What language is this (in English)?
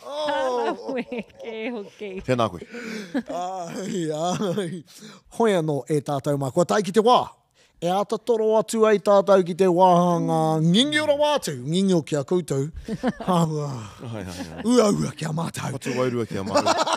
Māori